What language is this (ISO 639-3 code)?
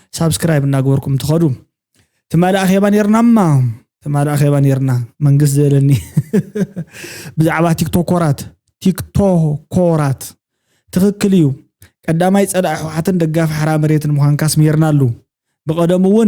tir